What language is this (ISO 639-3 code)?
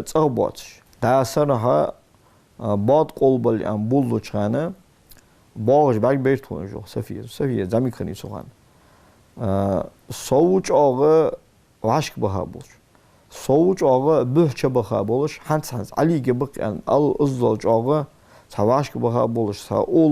inh